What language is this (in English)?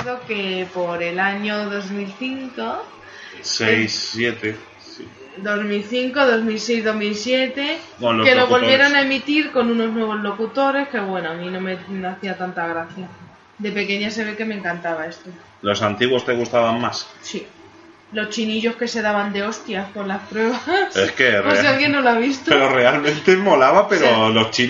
Spanish